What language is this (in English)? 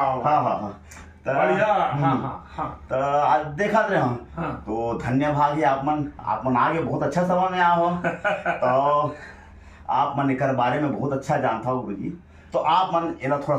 Chhattisgarhi